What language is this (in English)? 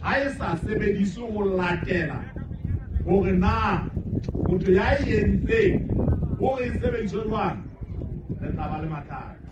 Southern Sotho